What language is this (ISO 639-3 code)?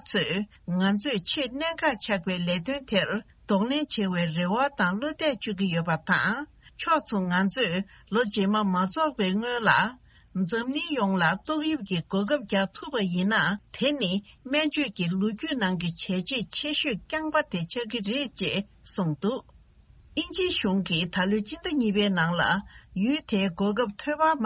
bod